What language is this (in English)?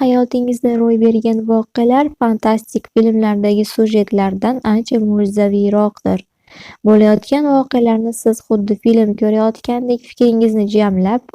Uzbek